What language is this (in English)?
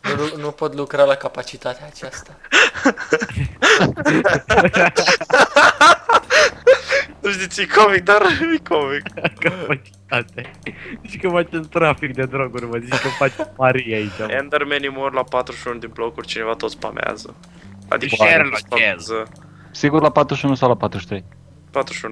Romanian